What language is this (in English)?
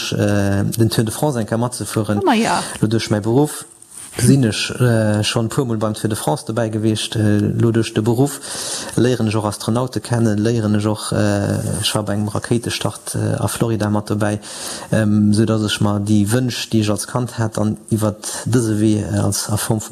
Luxembourgish